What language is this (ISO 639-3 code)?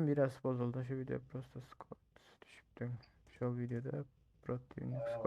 tuk